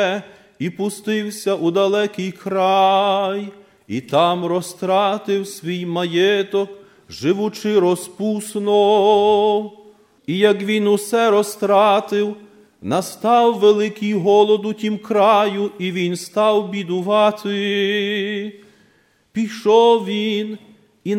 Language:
Ukrainian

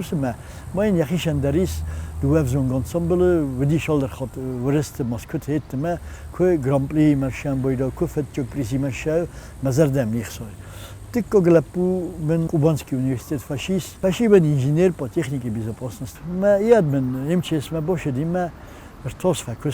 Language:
Ossetic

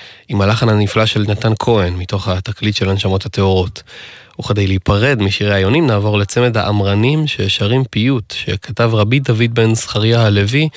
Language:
Hebrew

